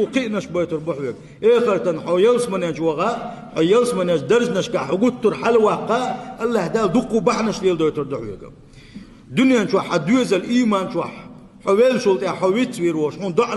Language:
Chechen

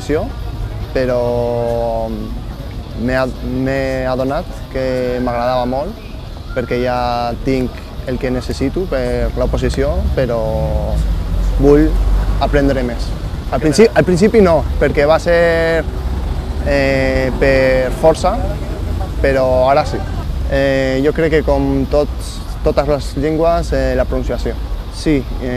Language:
Catalan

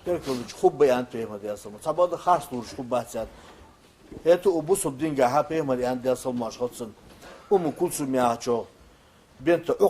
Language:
Ingush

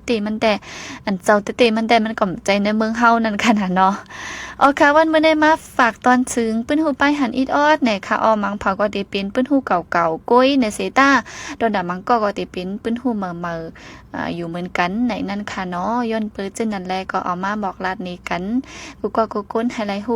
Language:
Shan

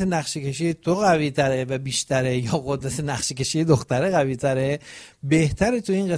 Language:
Persian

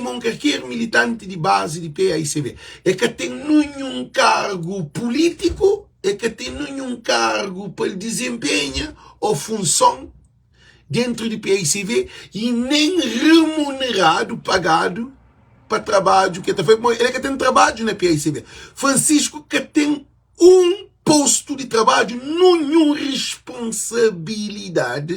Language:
Kabuverdianu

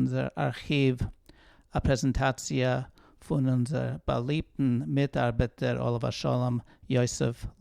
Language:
Yiddish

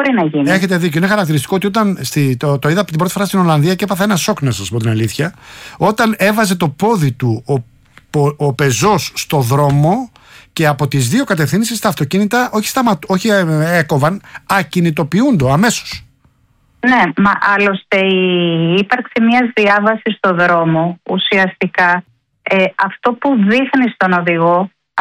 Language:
Greek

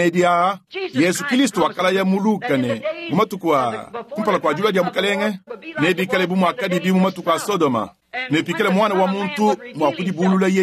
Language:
Luba-Lulua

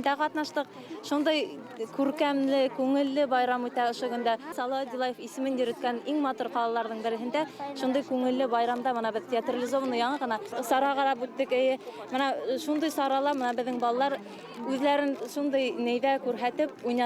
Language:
Bashkir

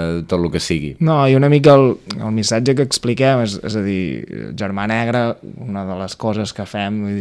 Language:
Catalan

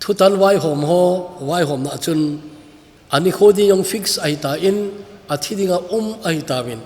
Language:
Thado Chin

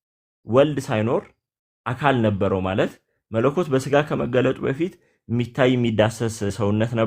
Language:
Amharic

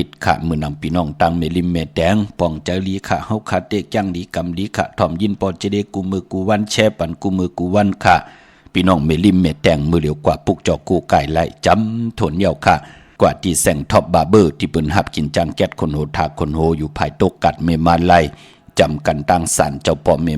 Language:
Shan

